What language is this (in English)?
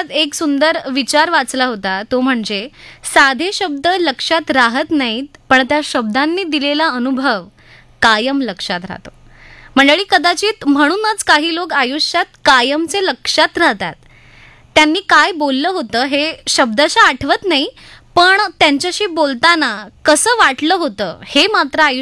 Marathi